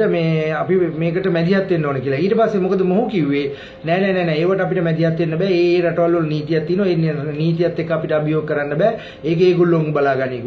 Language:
Sinhala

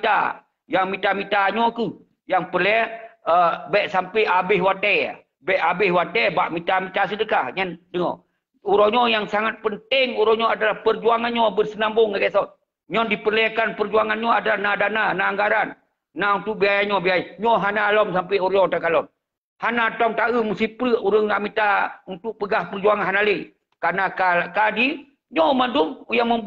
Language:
Achinese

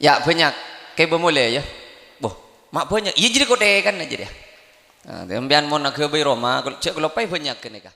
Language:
Madurese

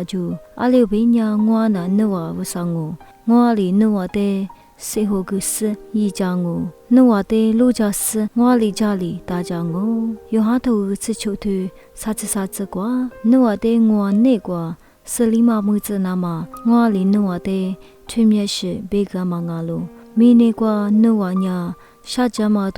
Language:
Lisu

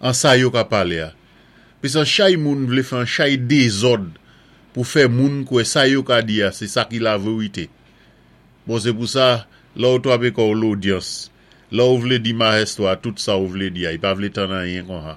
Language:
Saint Lucian Creole French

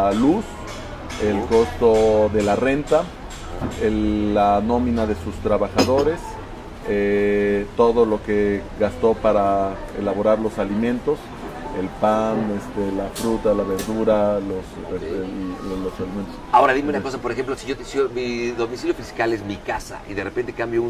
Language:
Spanish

